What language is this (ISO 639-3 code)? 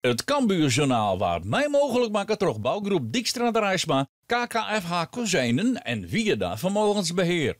fry